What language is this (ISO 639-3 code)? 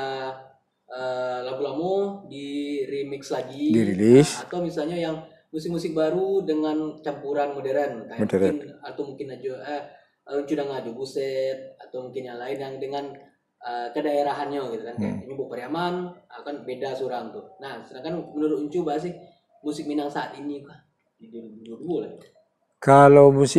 min